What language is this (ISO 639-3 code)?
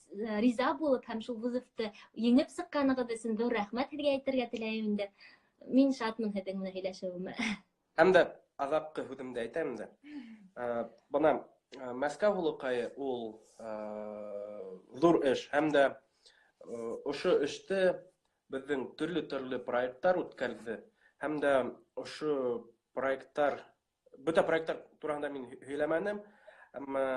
bak